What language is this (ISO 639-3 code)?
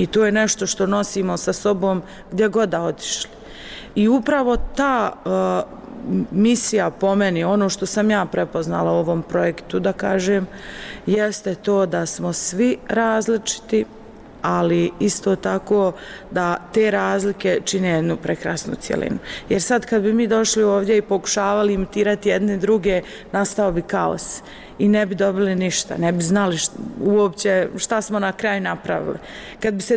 bos